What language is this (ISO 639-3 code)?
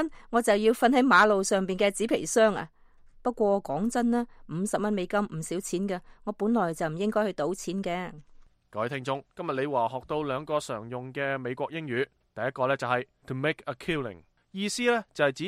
yue